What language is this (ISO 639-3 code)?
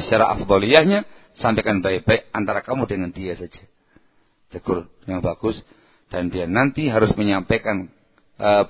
ind